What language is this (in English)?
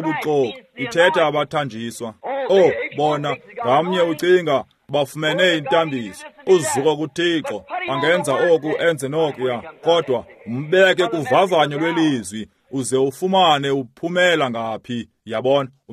Xhosa